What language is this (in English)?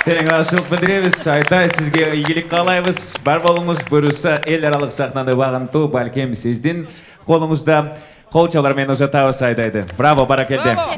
Kyrgyz